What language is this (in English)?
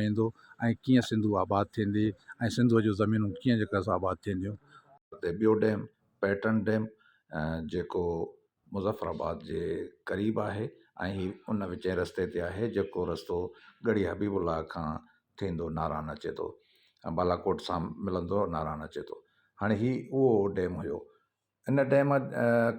Sindhi